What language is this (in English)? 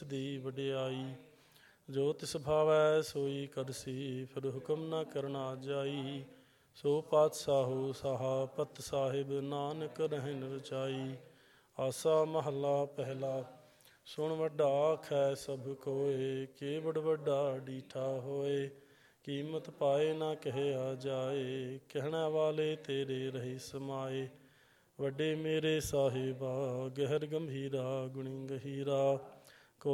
Punjabi